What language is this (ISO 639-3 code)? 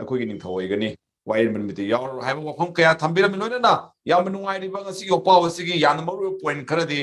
mni